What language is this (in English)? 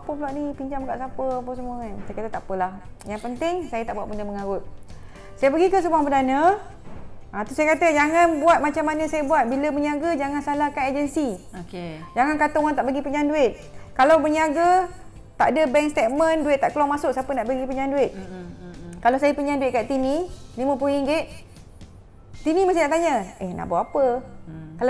Malay